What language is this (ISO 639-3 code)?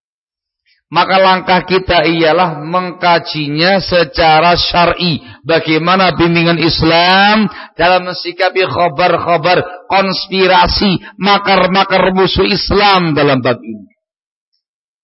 ind